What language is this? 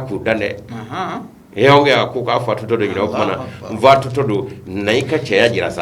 Bambara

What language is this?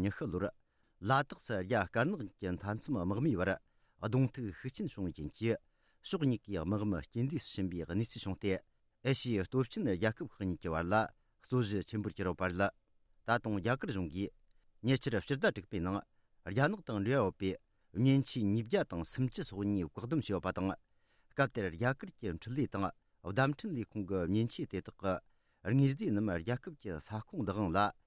Tibetan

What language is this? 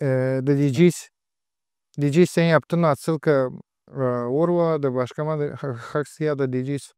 Gagauz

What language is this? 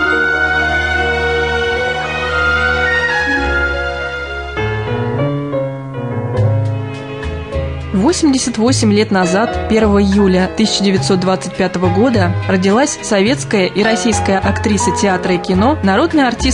Russian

